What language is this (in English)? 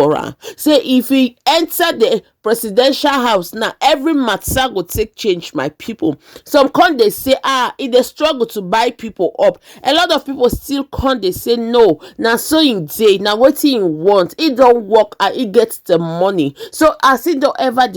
Nigerian Pidgin